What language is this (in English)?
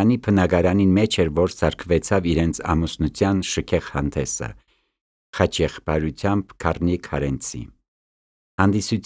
Armenian